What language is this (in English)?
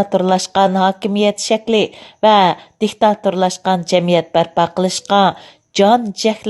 Uyghur